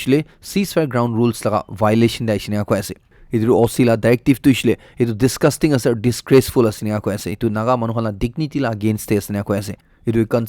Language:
Naga Pidgin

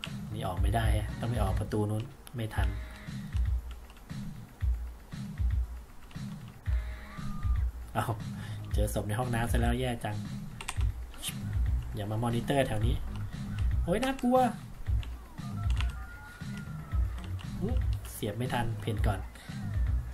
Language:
Thai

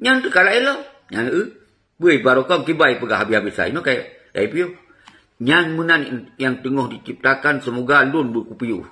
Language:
Achinese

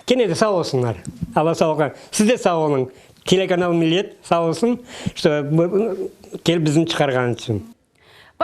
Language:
Crimean Tatar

